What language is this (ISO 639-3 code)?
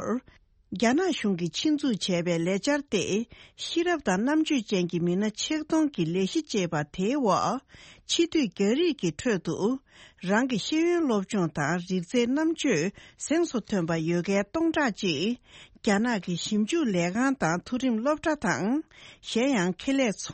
bod